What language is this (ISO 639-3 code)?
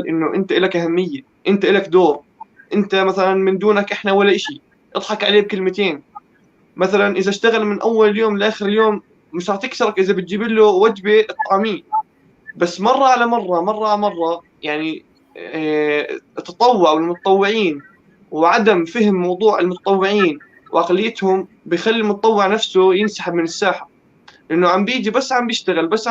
apc